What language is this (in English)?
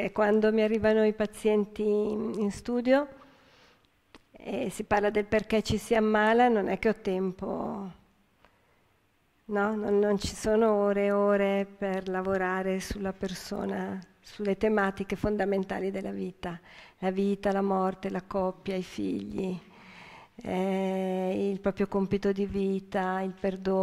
Italian